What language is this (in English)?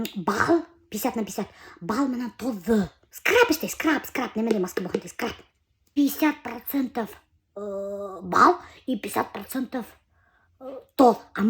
Bashkir